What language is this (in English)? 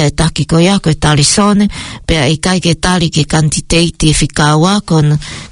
Tongan